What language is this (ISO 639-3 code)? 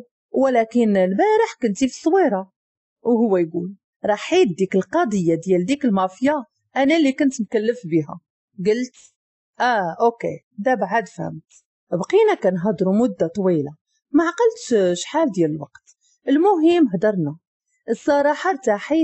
ary